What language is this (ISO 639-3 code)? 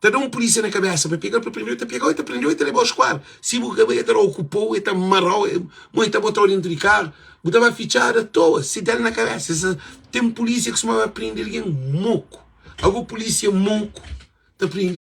kea